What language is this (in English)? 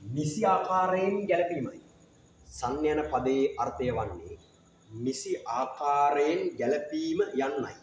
Sinhala